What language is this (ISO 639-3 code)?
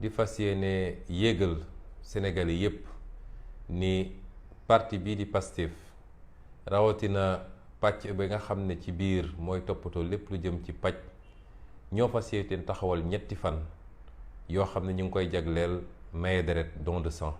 wol